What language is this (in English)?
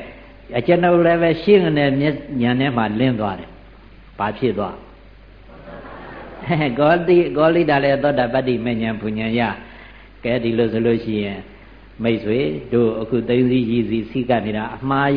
Burmese